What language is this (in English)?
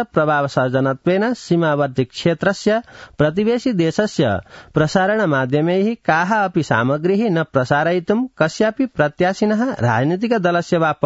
Sanskrit